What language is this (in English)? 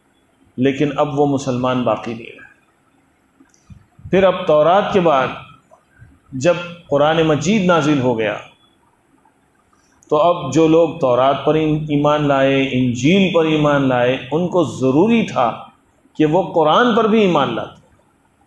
Urdu